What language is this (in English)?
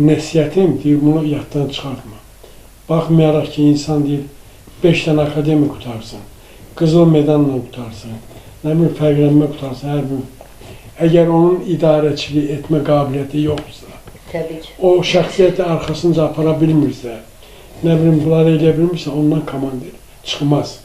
Azerbaijani